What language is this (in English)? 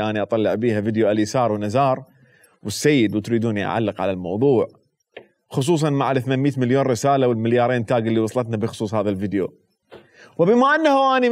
Mesopotamian Arabic